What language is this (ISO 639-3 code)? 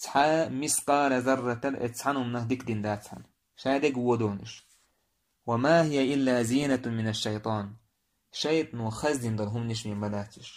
che